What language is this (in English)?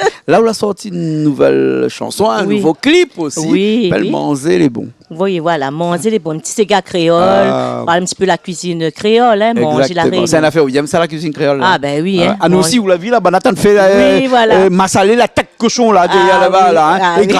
Réunion Creole French